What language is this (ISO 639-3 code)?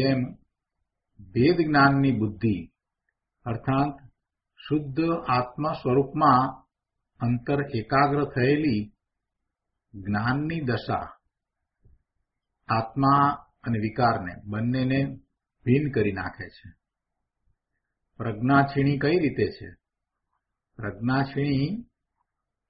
guj